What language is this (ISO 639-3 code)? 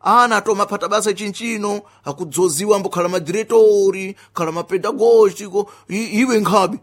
seh